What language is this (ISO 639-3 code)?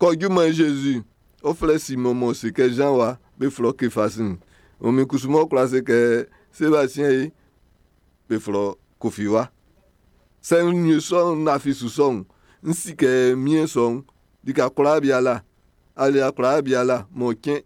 bci